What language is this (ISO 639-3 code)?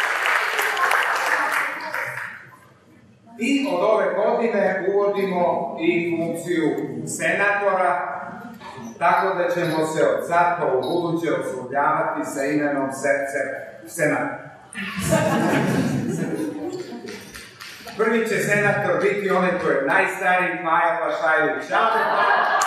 srp